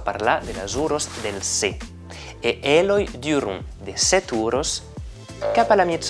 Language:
Occitan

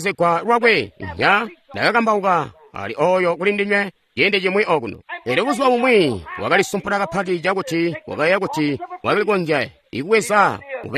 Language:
Tonga (Zambia)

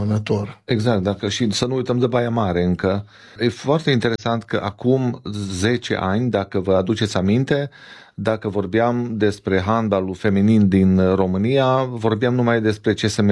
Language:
Romanian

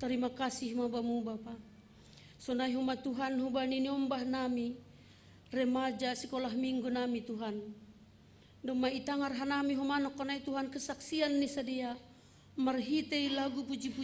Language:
Batak Simalungun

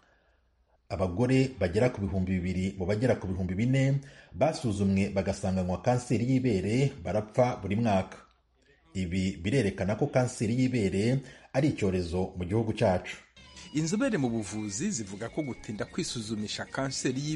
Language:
Kinyarwanda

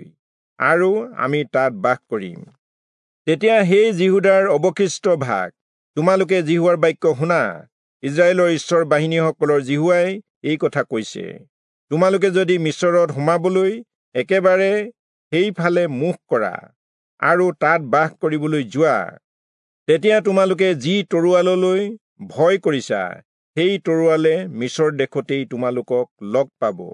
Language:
Assamese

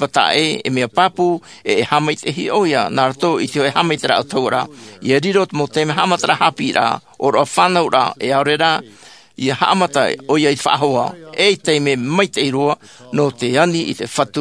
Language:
Tahitian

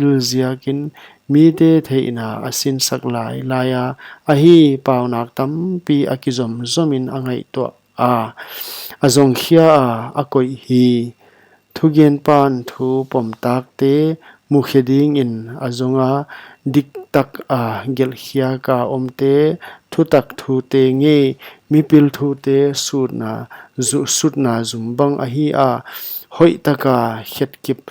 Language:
Paite Chin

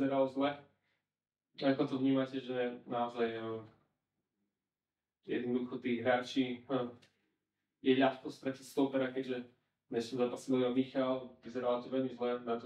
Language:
Slovak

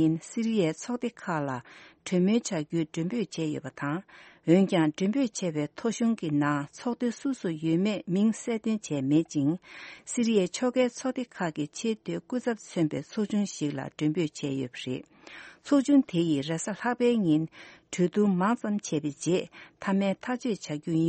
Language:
Tibetan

